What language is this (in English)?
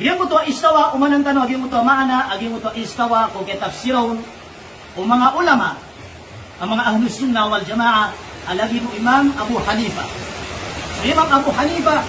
Maranao